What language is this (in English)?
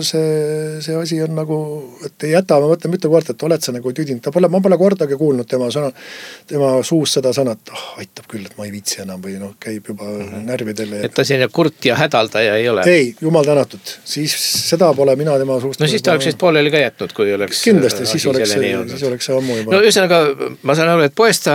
Estonian